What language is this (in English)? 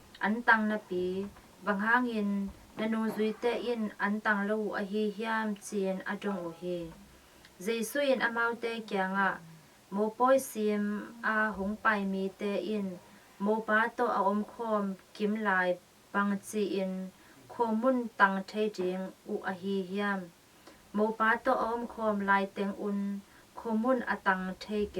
Tedim Chin